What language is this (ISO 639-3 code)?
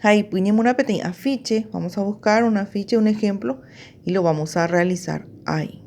grn